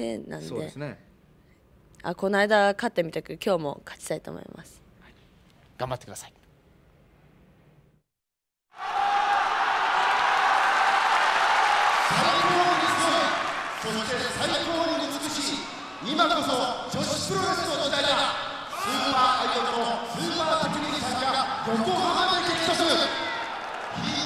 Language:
Japanese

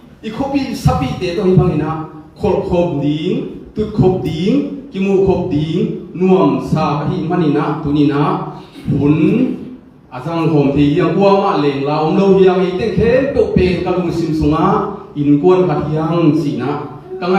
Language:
Tedim Chin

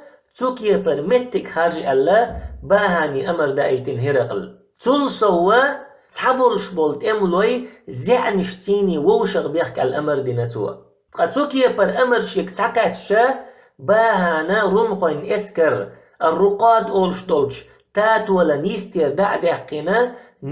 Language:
Chechen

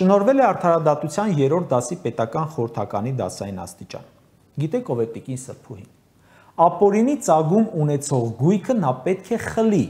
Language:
Armenian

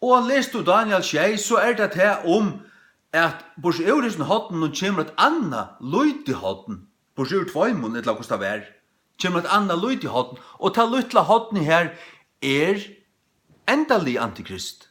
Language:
Faroese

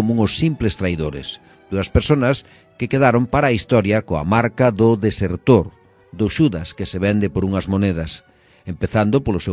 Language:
Galician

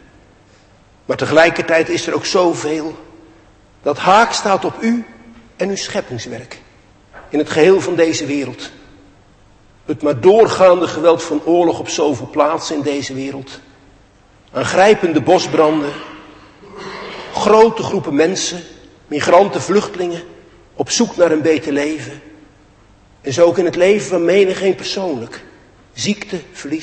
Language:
Dutch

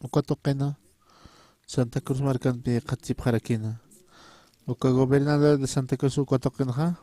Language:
Aymara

